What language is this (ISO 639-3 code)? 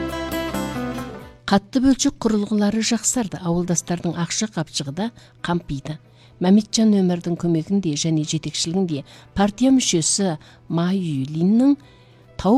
kaz